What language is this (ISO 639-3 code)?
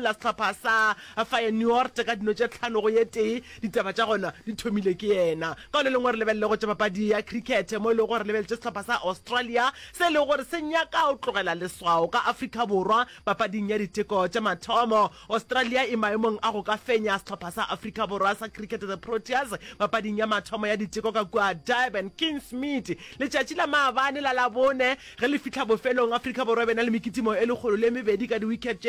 nso